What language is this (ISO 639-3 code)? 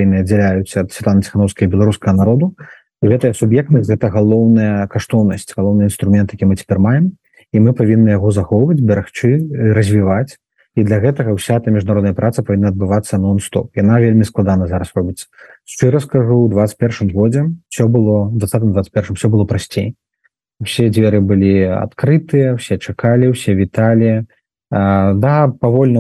bel